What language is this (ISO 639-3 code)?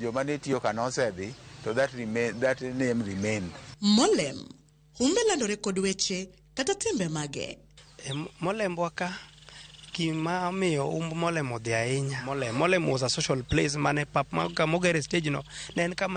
luo